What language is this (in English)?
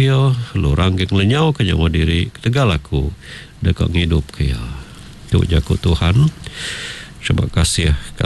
Iban